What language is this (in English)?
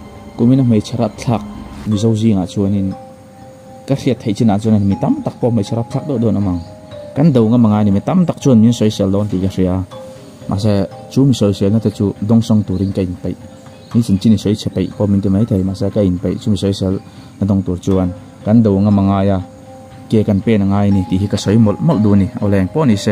Mizo